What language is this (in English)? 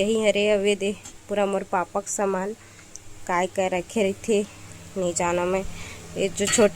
Chhattisgarhi